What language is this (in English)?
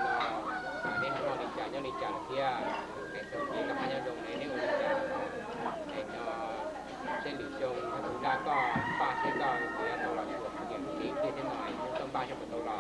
Hmong